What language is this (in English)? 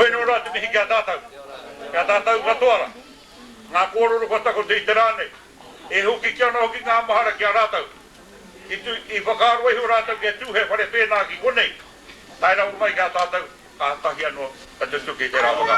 Māori